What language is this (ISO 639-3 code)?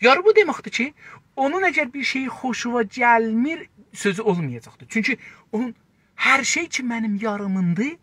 azb